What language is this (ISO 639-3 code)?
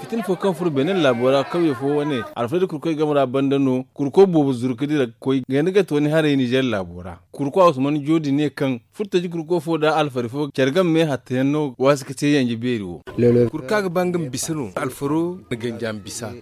dje